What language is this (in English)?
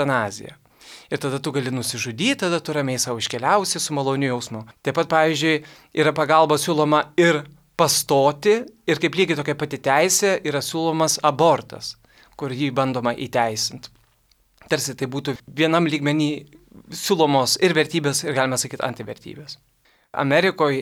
Lithuanian